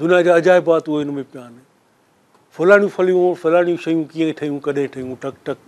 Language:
Sindhi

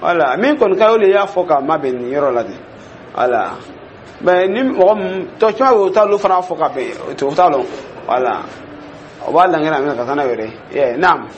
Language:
Dyula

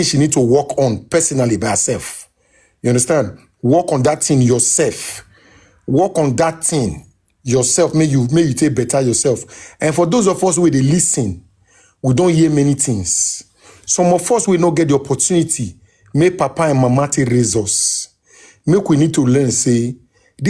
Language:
Nigerian Pidgin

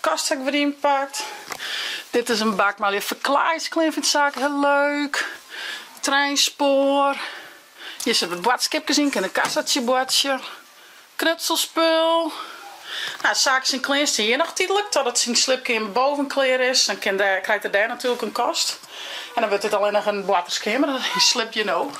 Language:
Western Frisian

